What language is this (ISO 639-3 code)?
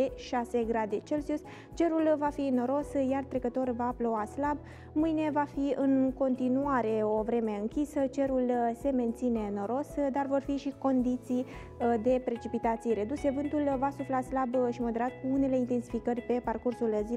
ron